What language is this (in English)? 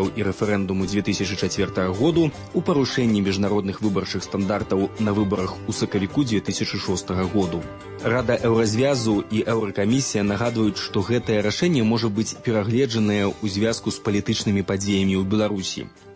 Belarusian